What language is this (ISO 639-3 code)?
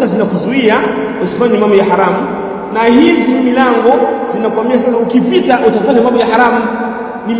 swa